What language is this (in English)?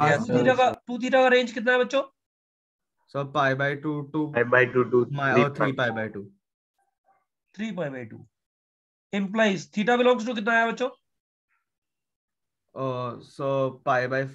Hindi